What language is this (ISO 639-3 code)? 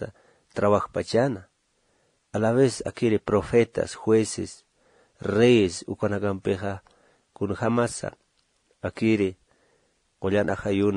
aym